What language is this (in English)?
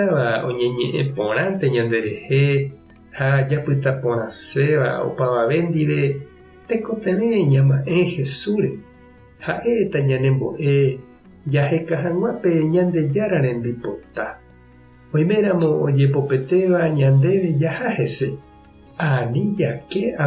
Guarani